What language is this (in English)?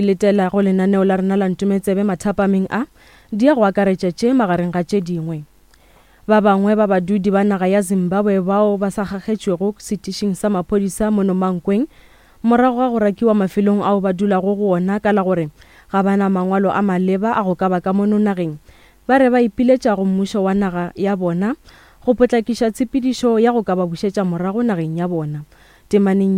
Northern Sotho